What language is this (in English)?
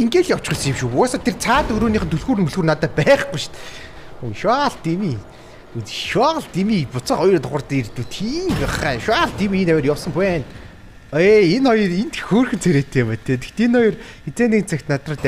Mongolian